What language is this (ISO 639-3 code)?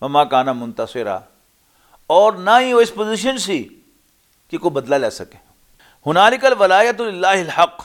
lah